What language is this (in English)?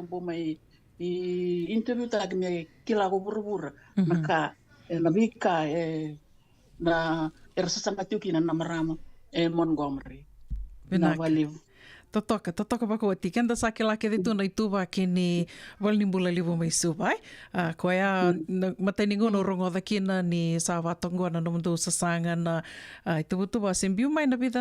Fijian